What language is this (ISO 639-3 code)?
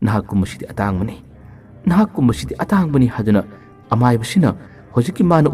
mni